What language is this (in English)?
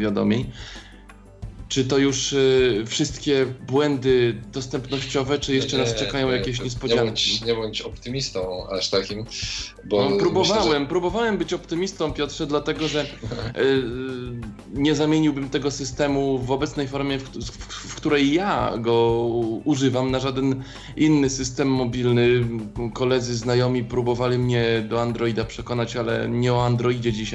Polish